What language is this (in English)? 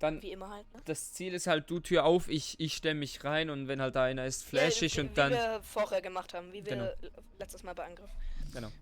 Swiss German